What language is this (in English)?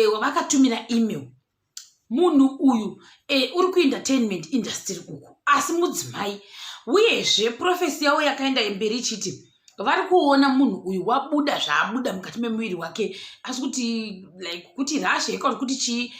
Shona